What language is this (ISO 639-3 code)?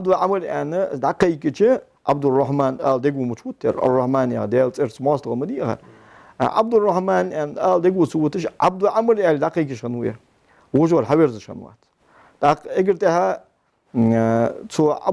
inh